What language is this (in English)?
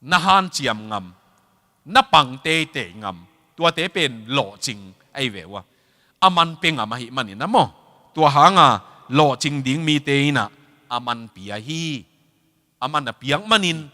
Tedim Chin